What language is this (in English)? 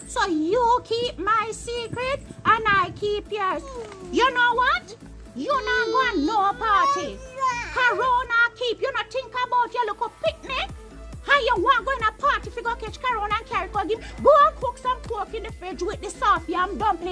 Jamaican Creole English